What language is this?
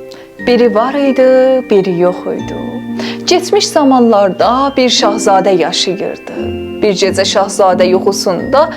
South Azerbaijani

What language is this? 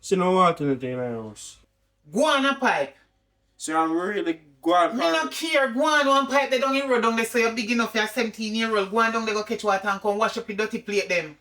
Jamaican Creole English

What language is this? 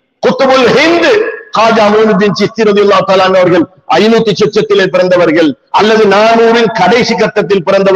Tamil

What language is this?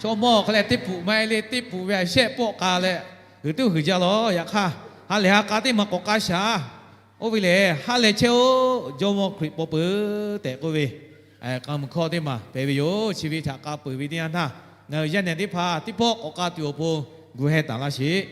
Lahu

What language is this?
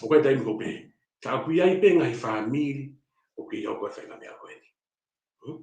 Tongan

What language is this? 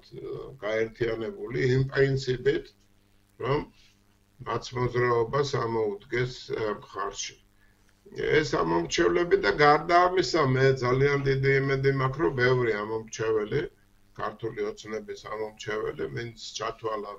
Georgian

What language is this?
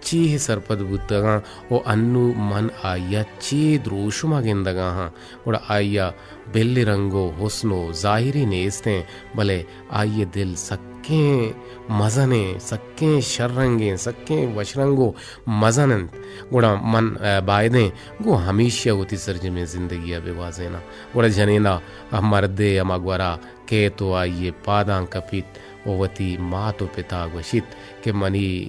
Eastern Balochi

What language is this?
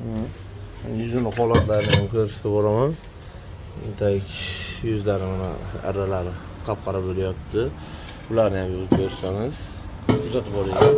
Uzbek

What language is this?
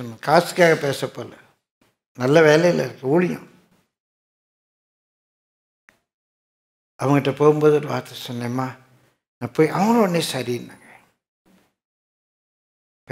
Tamil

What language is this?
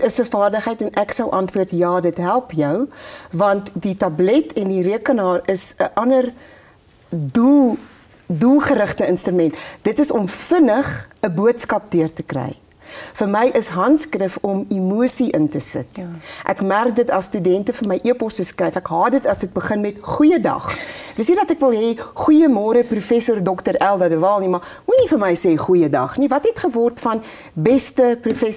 Afrikaans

